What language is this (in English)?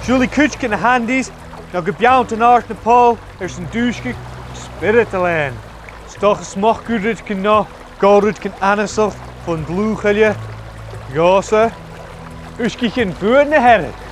Scottish Gaelic